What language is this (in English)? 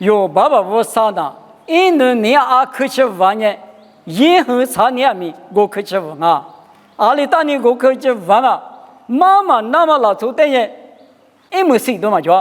Lisu